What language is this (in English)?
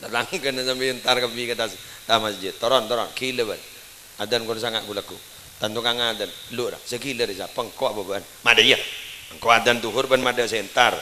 Madurese